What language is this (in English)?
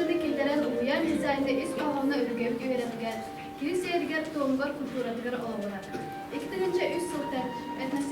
Yakut